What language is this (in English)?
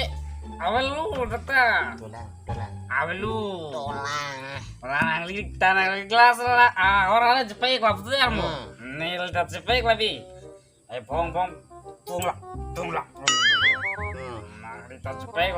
Karbi